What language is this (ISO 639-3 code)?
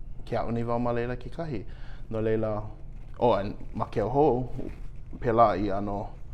haw